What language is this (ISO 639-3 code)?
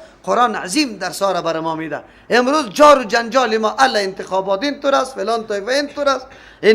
fas